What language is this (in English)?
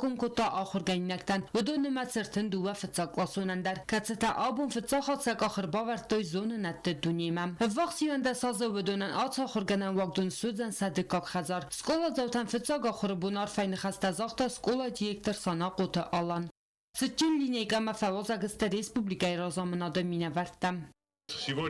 Ossetic